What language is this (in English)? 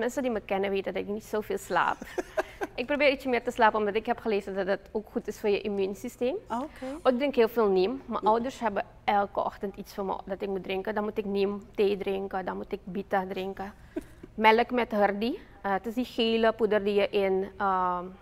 Dutch